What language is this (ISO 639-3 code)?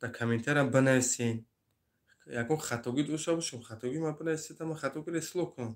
tgk